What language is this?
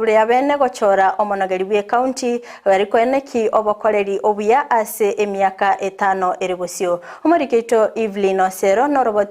Gusii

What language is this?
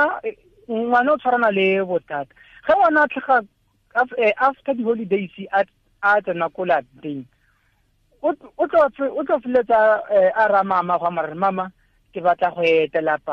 Tswana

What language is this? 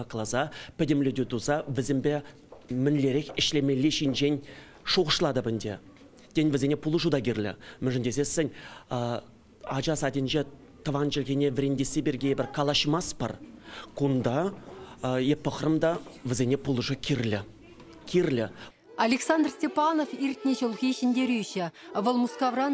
Chuvash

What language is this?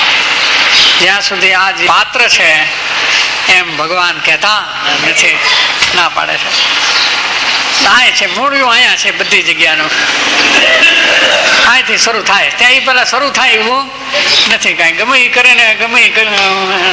Gujarati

